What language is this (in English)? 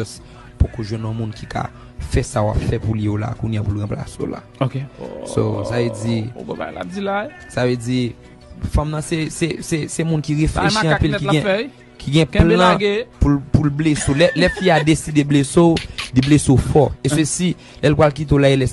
Haitian Creole